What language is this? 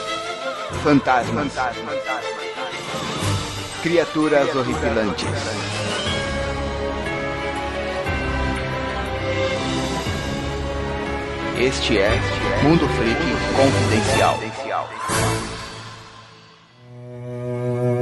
Portuguese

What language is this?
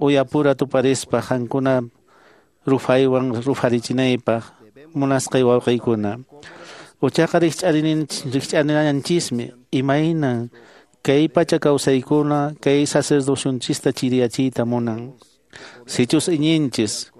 Quechua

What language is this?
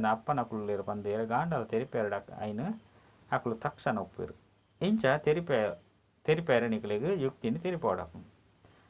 Tulu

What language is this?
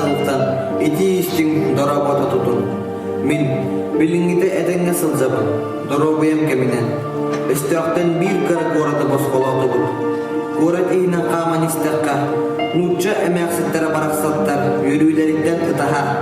Yakut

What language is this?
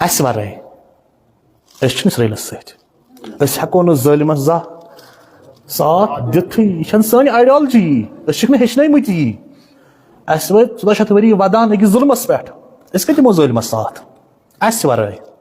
Kashmiri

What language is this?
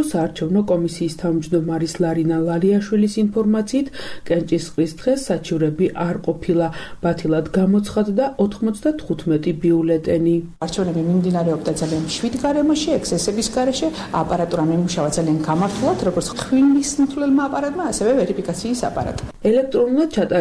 Georgian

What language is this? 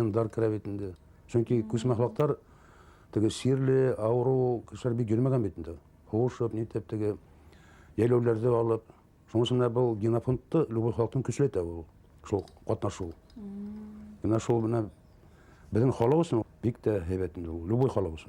Bashkir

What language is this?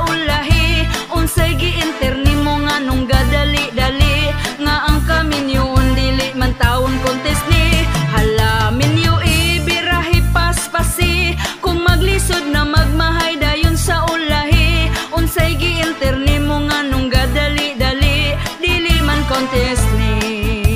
Cebuano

